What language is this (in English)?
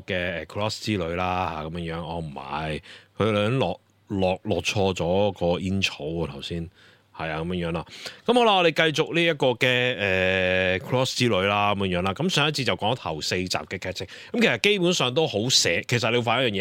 Cantonese